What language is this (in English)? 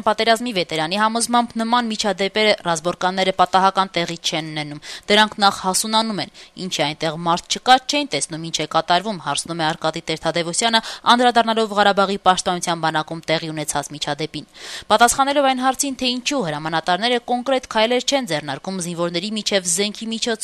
Armenian